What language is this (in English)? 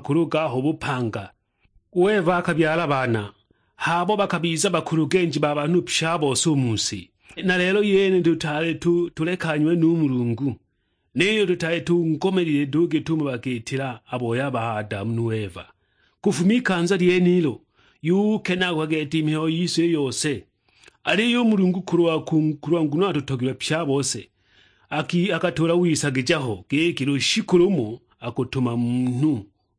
Sukuma